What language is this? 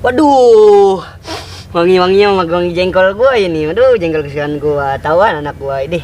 Betawi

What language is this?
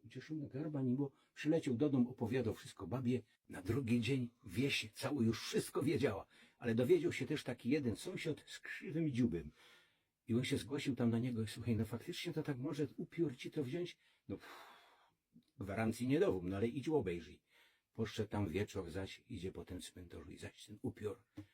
Silesian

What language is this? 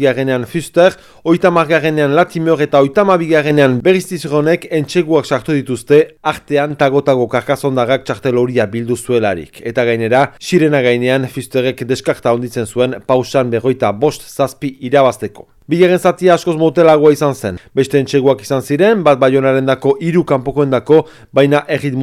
Basque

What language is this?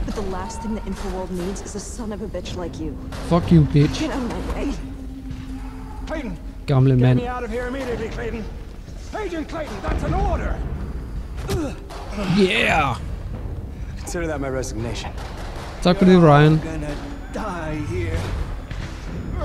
Danish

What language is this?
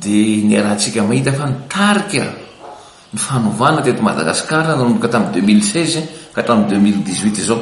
Malagasy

